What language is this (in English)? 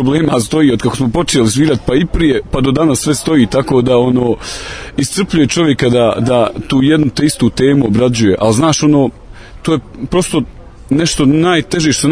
Serbian